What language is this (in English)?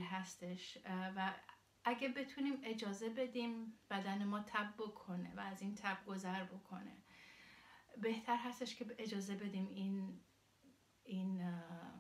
Persian